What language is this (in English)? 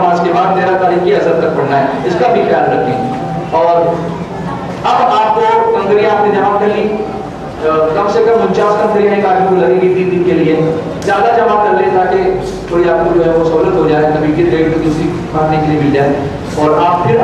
Urdu